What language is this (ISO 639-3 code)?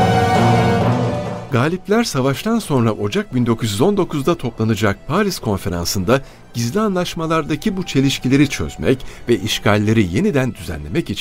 tur